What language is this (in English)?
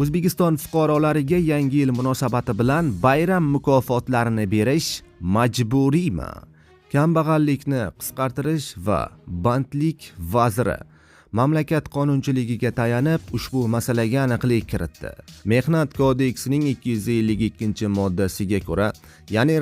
Uzbek